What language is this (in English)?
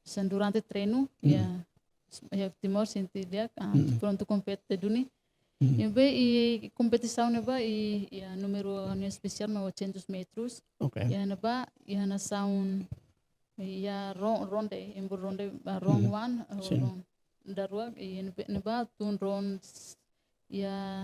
Tetum